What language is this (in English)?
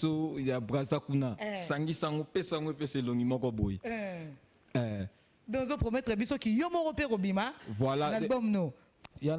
Lingala